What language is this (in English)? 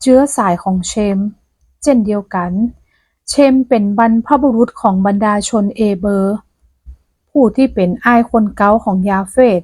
Northern Thai